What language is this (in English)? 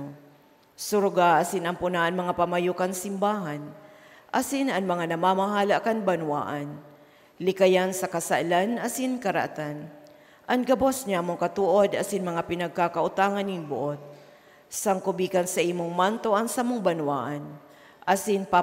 Bikol